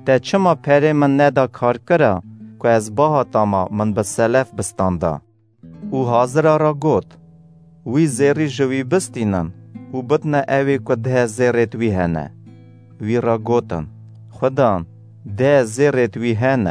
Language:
Kurdish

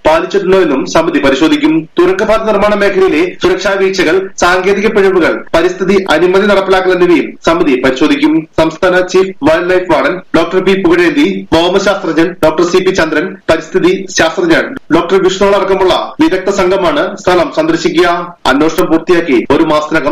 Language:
Malayalam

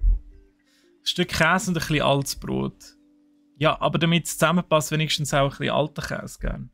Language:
Swiss German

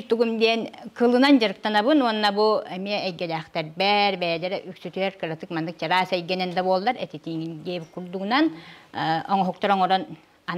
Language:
Yakut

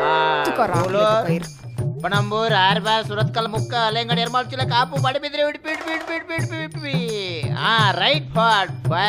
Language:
Tulu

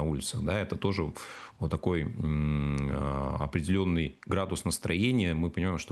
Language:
Russian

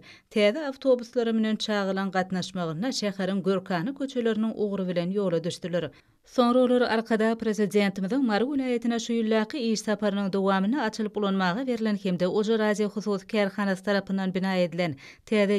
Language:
Turkmen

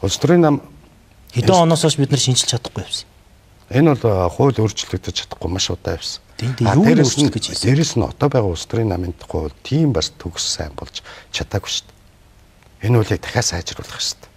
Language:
Mongolian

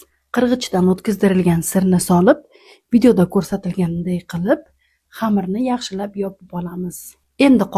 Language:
Uzbek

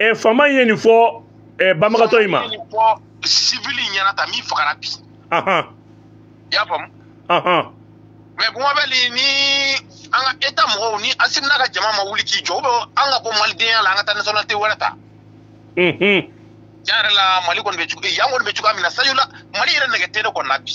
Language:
Bambara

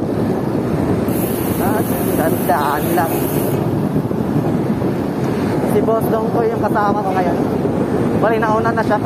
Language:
Filipino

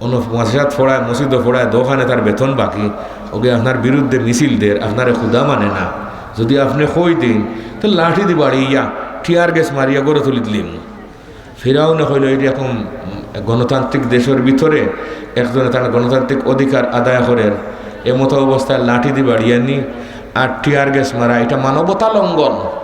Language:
Sylheti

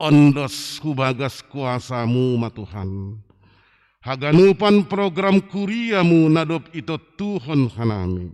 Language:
Batak Simalungun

